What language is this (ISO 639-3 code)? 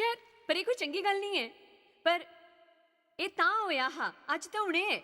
doi